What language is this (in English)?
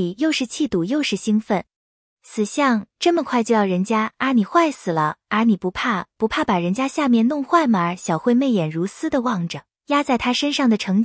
Chinese